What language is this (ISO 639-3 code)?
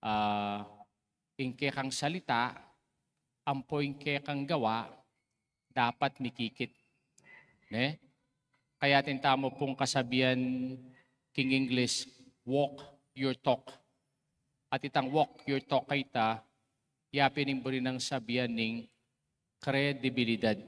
pam